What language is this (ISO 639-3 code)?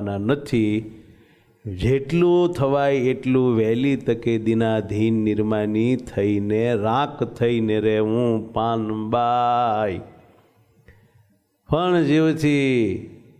guj